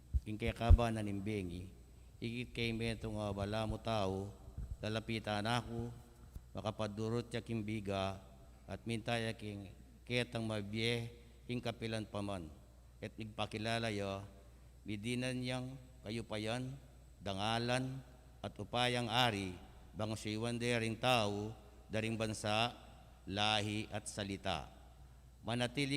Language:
Pampanga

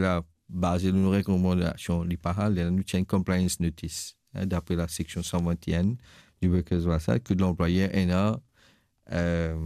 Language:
Morisyen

